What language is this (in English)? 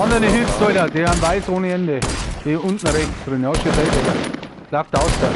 Bavarian